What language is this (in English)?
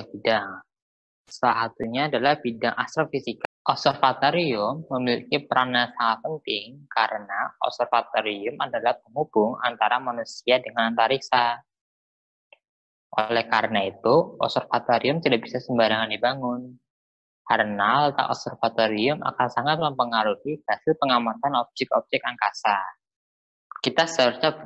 Indonesian